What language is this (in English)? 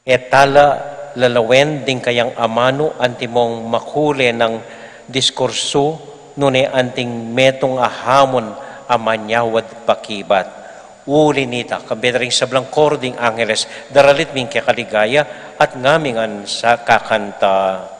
Pampanga